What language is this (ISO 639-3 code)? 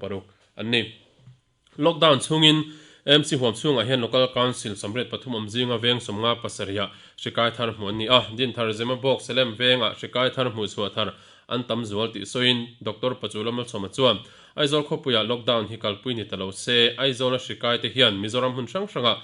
lus